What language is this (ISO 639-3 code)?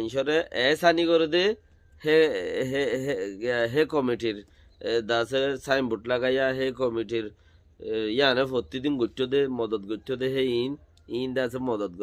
rhg